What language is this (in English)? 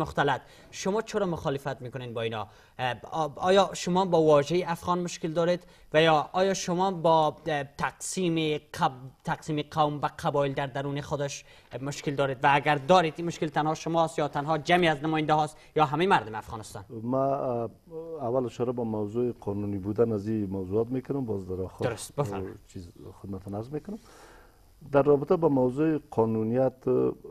Persian